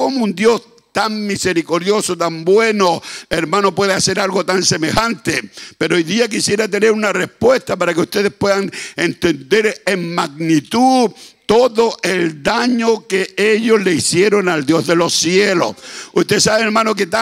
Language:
Spanish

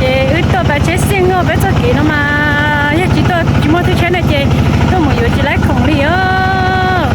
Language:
Hmong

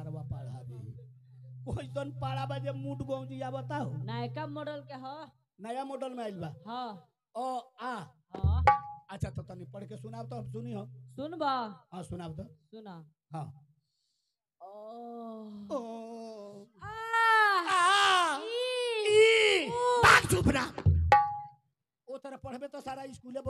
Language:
Bhojpuri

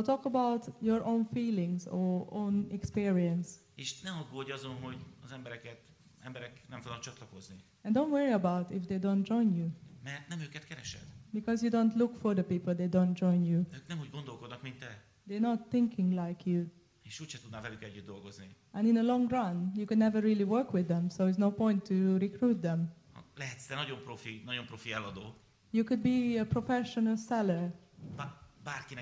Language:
Hungarian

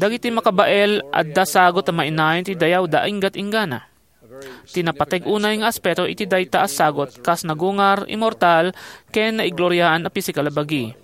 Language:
Iloko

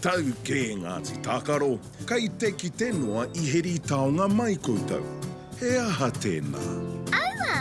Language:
Māori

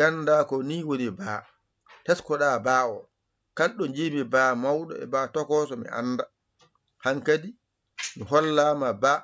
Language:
Fula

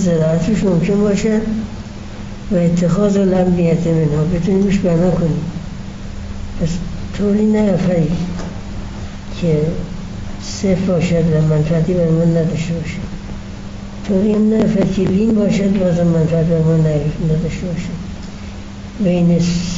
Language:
Persian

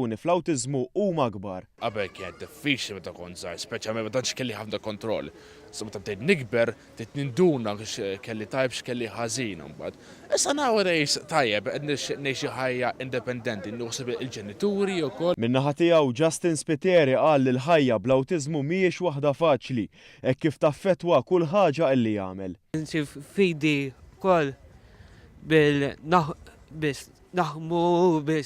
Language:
Maltese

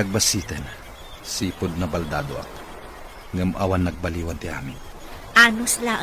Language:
Iloko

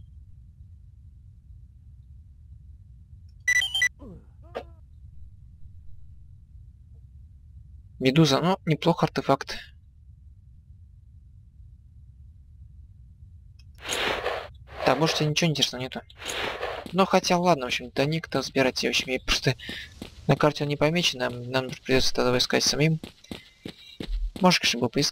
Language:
Russian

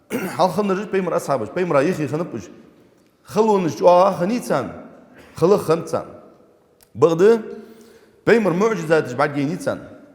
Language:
Ingush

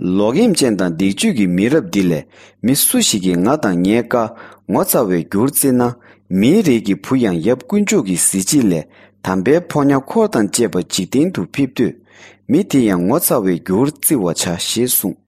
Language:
Tibetan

